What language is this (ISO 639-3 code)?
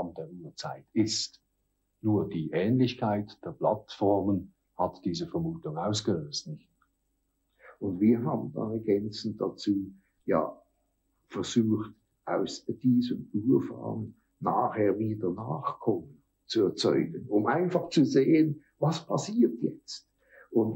deu